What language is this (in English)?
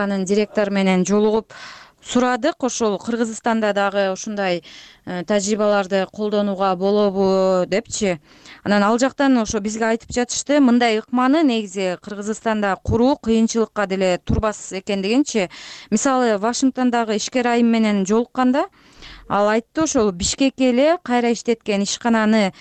Kyrgyz